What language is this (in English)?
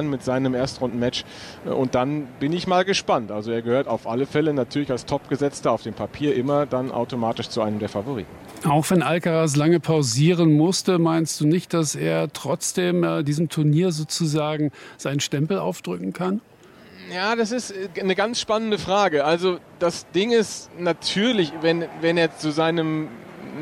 German